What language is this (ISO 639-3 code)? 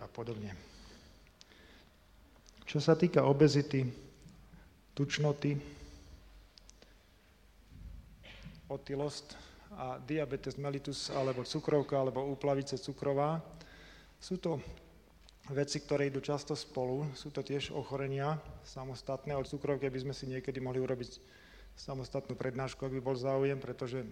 slk